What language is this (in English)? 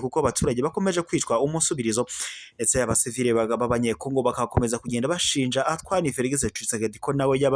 Kinyarwanda